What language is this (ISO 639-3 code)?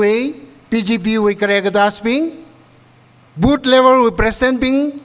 nmf